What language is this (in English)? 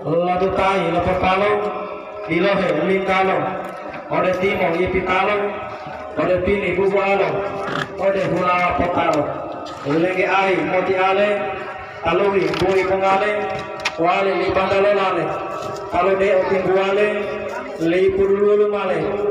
Gorontalo